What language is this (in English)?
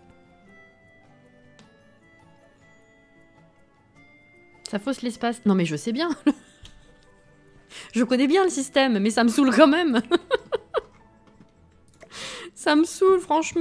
French